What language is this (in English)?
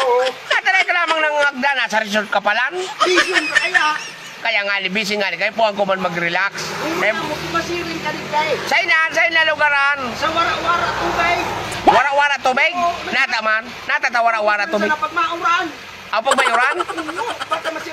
Bikol